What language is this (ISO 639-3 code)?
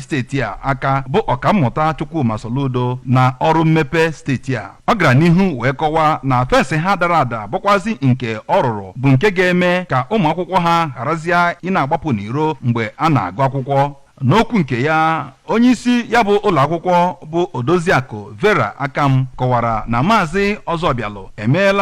ibo